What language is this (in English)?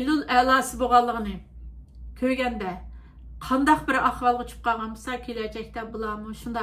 Uyghur